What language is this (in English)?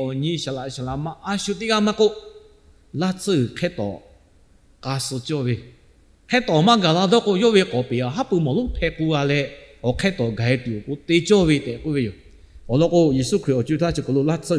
Lahu